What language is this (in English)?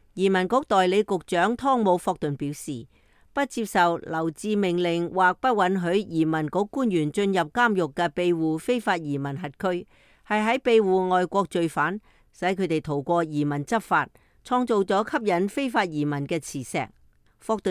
Cantonese